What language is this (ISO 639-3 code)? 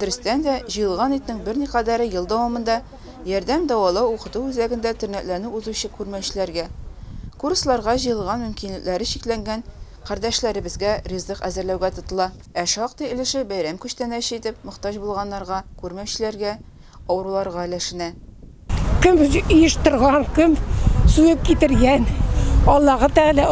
tat